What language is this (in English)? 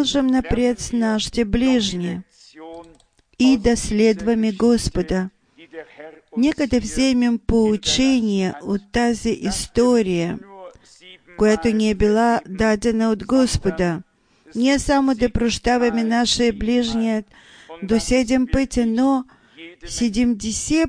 Bulgarian